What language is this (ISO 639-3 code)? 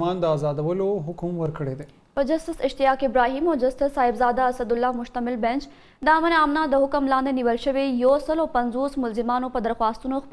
pus